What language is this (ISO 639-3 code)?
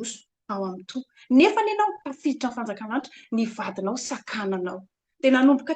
mlg